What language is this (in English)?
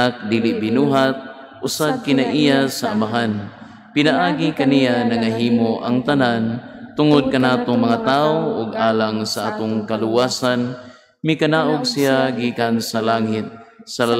Cebuano